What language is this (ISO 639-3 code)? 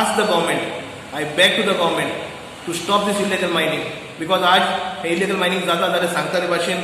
kok